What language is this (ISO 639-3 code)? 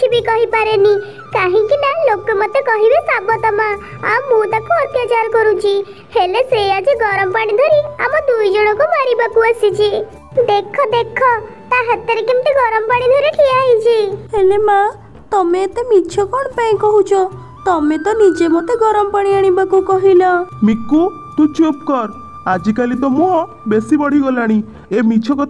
ori